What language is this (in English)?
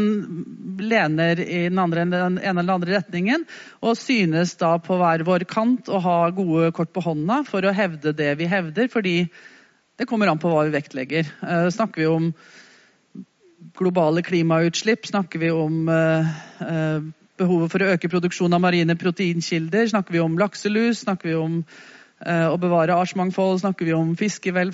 Norwegian